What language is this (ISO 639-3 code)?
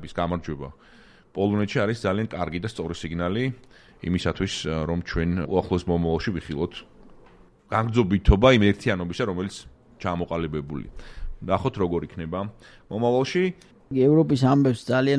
kat